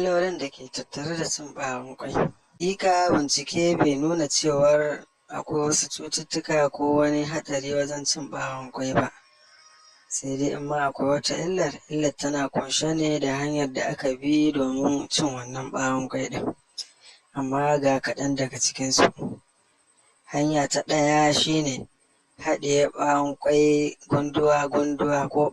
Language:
Hausa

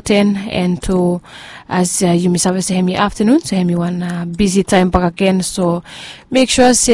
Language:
Bislama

